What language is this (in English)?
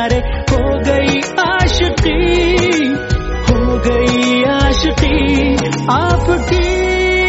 Hindi